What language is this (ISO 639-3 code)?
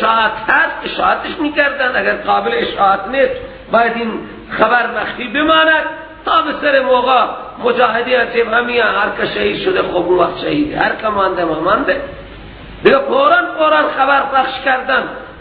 fas